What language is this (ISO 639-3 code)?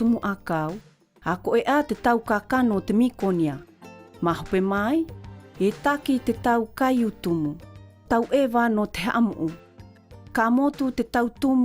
mqm